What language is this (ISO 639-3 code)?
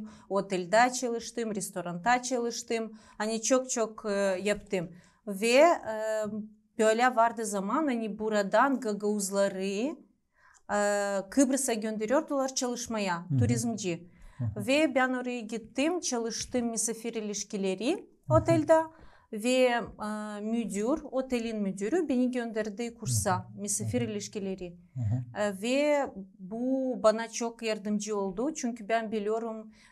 gag